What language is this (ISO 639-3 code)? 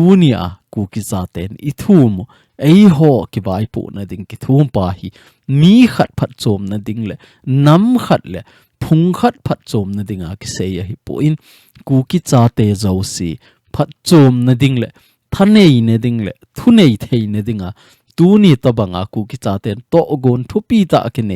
tcz